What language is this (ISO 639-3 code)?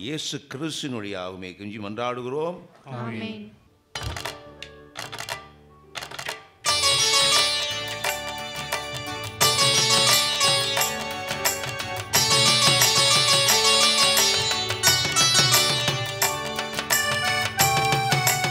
tam